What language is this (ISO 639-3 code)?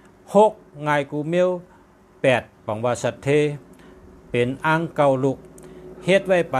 shn